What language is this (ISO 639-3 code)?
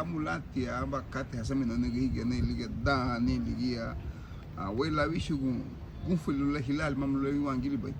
cab